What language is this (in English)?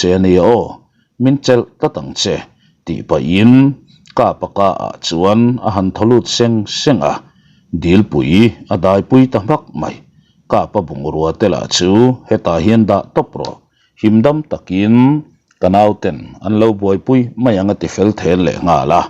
Mizo